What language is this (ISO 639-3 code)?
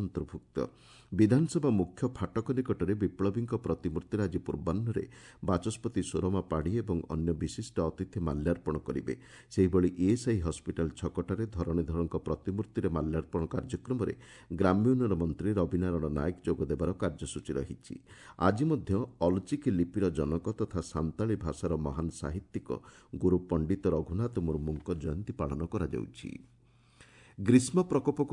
ori